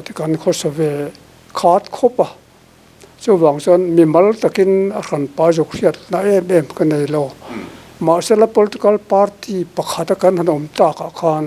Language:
Mizo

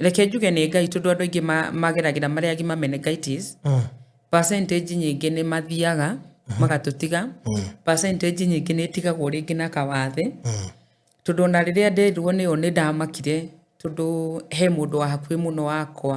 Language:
Kikuyu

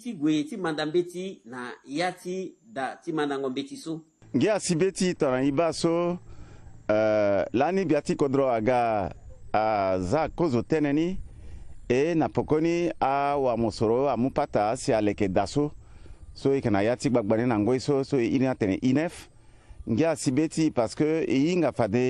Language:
Sango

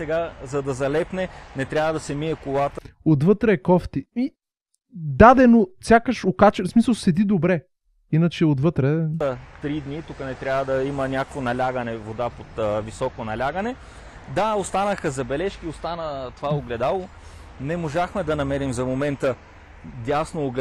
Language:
Bulgarian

